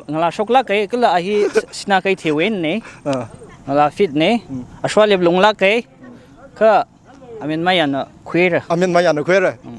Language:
Tangkhul Naga (India)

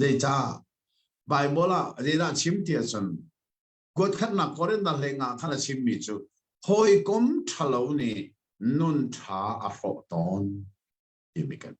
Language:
Hakha Chin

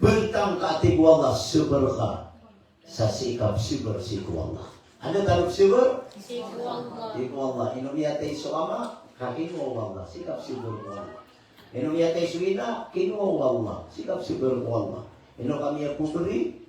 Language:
Maranao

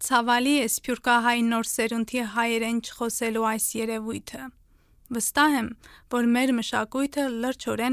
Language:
Armenian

